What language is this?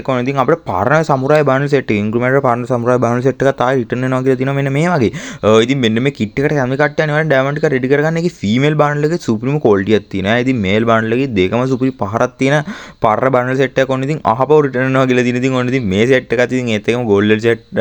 Sinhala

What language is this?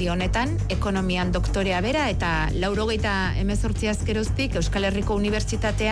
Basque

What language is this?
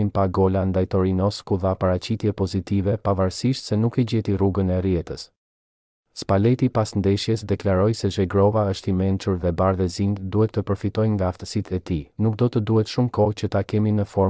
Albanian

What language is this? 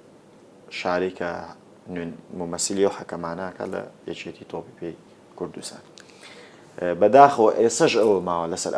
Central Kurdish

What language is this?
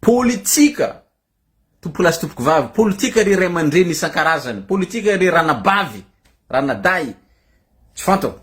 Malagasy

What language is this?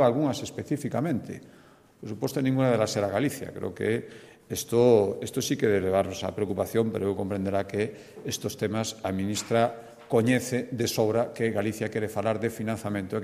Galician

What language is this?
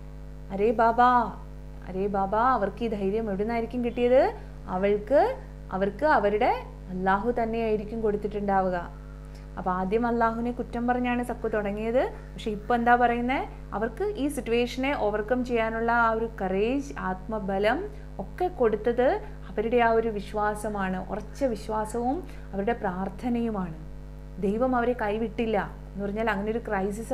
Malayalam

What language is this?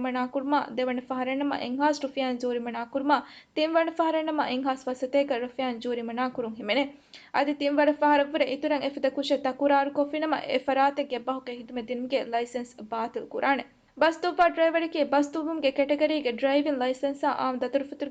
Divehi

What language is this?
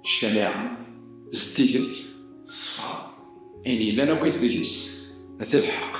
Kabyle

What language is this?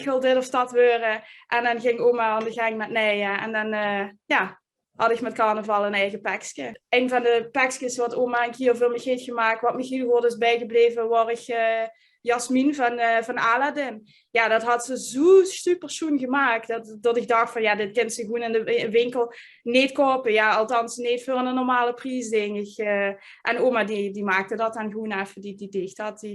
Limburgish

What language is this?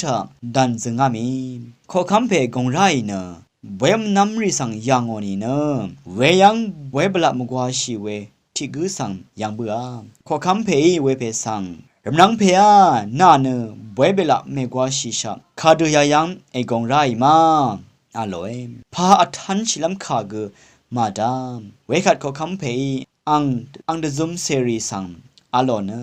Rawang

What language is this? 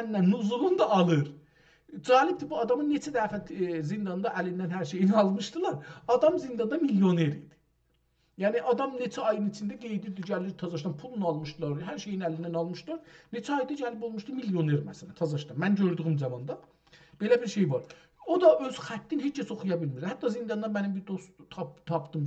South Azerbaijani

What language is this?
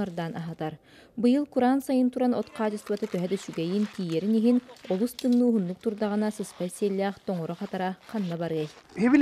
Yakut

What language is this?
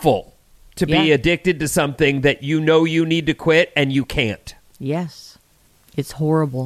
English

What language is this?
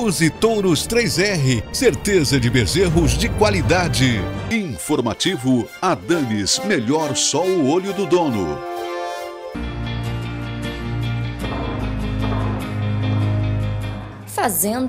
Portuguese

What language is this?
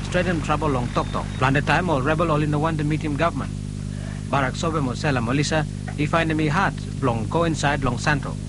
Bislama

